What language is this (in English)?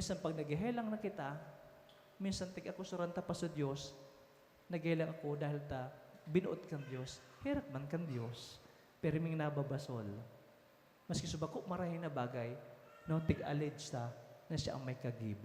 Bikol